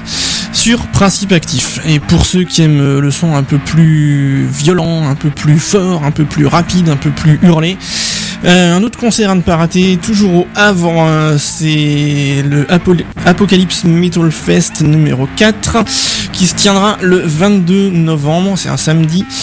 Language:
French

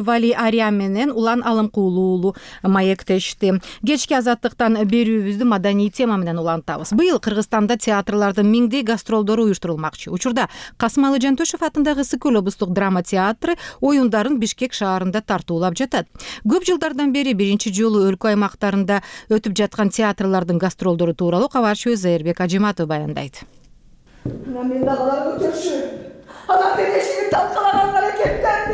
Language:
Kyrgyz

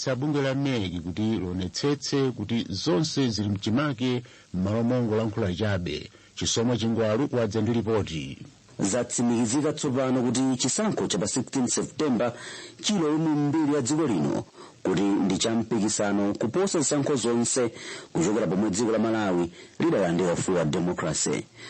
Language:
Nyanja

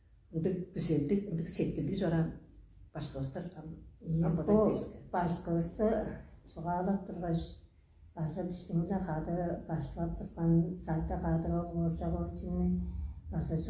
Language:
Tuvinian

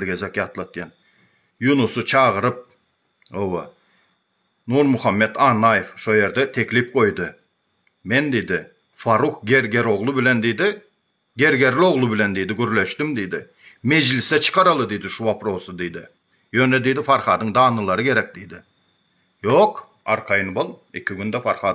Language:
Turkmen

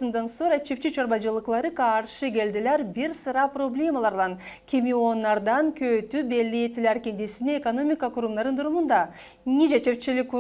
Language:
Gagauz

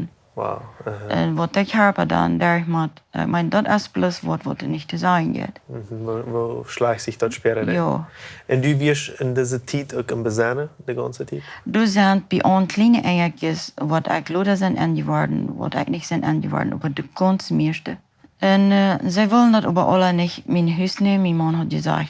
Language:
Plautdietsch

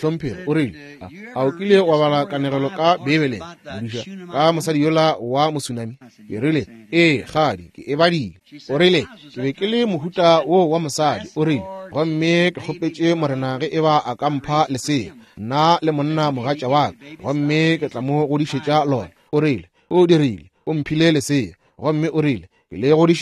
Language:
Northern Sotho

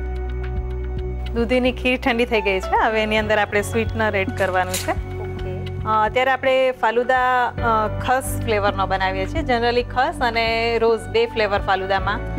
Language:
Gujarati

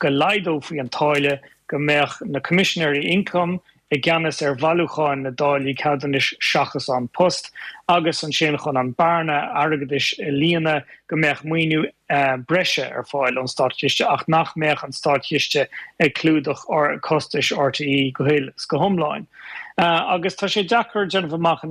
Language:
Irish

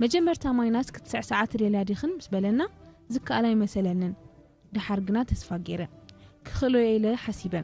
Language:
Tigrinya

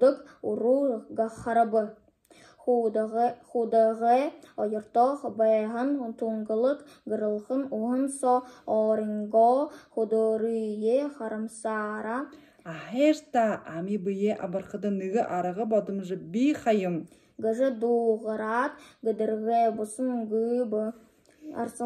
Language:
Buriat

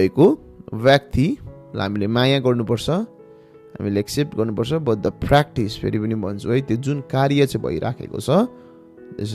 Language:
Nepali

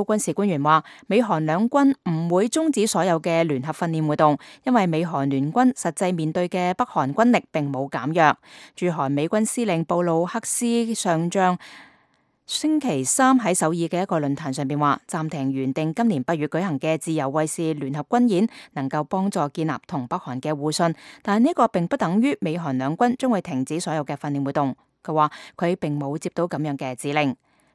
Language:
Cantonese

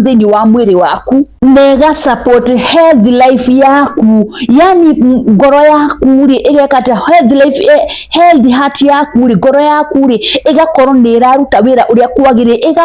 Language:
Kikuyu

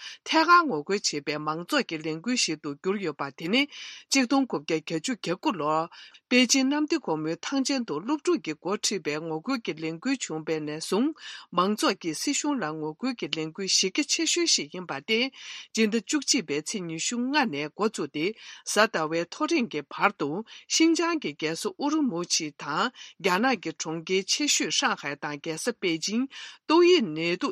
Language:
Tibetan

